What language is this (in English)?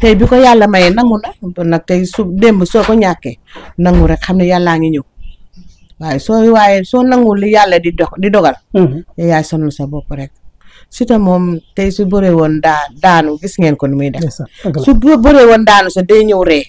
Wolof